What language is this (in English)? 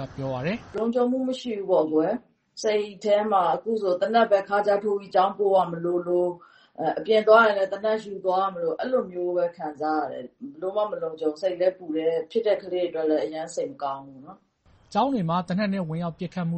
Burmese